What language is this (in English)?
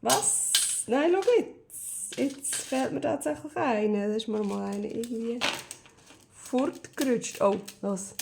Swiss German